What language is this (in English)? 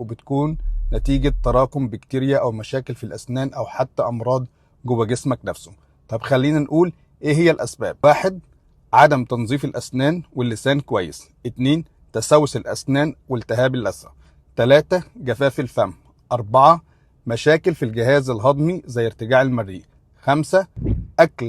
Egyptian Arabic